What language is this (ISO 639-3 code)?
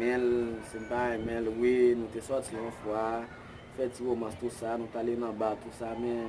hat